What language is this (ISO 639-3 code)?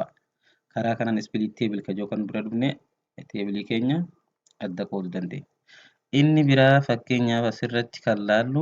orm